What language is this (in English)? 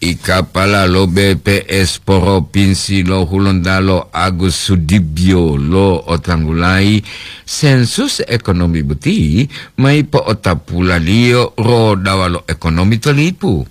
Gorontalo